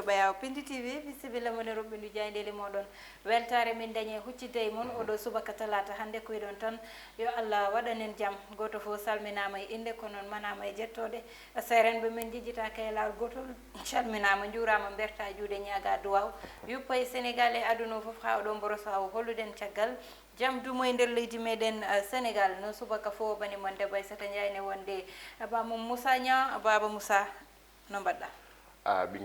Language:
Fula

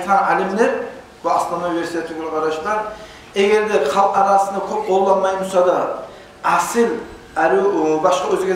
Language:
Kumyk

